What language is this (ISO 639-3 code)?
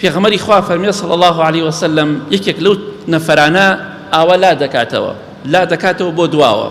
ckb